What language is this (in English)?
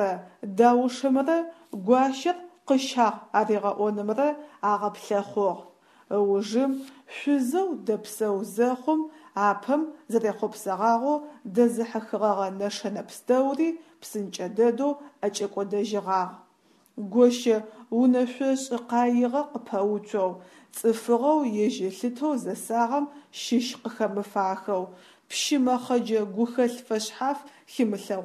Adyghe